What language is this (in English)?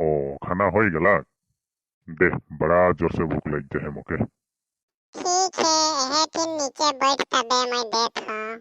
Sadri